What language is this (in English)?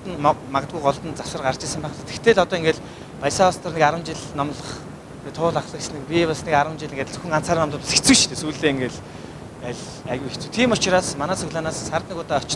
Mongolian